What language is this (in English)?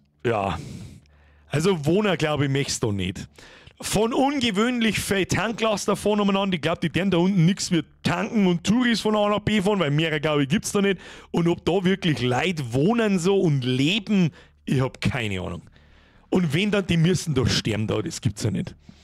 Bavarian